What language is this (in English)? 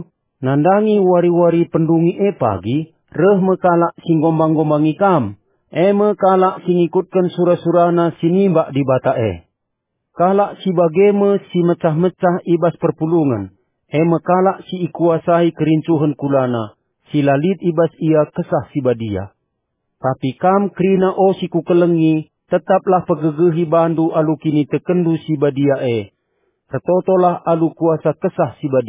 Batak Karo